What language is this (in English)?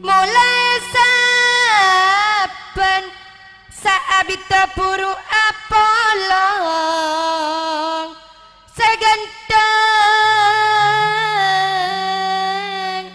Madurese